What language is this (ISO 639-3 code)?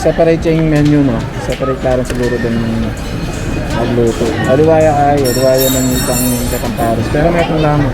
pam